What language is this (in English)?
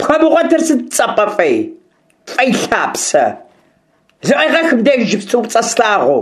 Kabardian